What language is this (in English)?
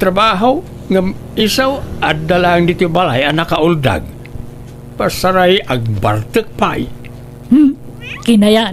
Iloko